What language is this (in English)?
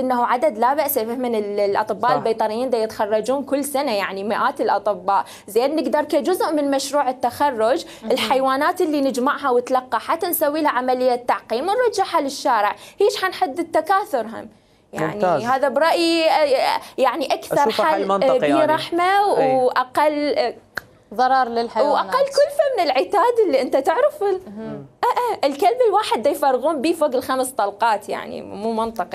Mesopotamian Arabic